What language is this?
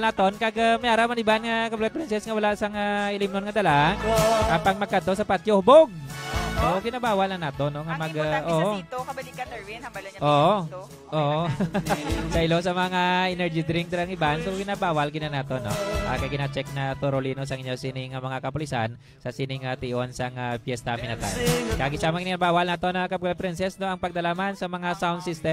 Hiligaynon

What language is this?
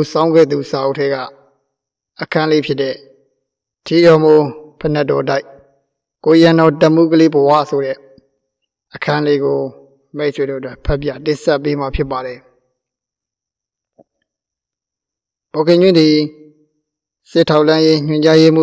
Burmese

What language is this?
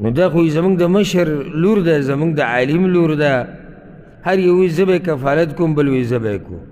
Pashto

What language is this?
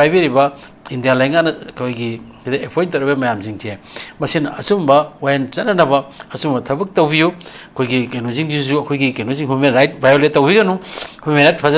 Manipuri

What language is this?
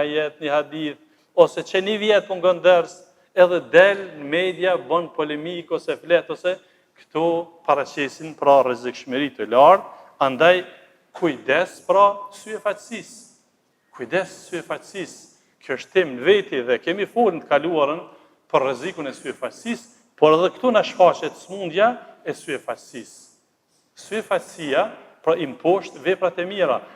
Albanian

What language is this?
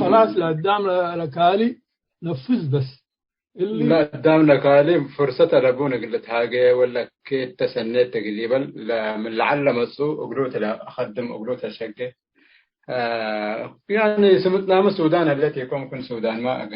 Tigre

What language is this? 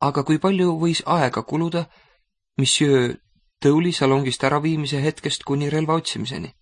Estonian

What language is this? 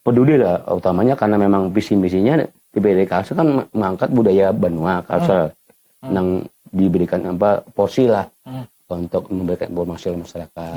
Banjar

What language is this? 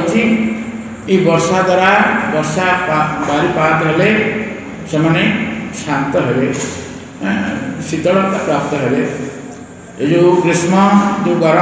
Odia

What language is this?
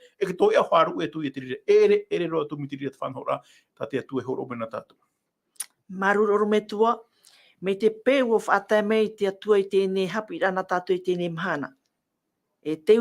Tahitian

